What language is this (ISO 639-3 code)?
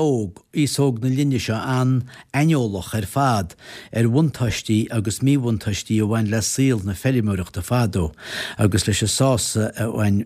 gle